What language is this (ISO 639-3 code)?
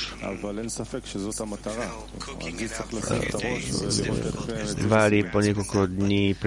slk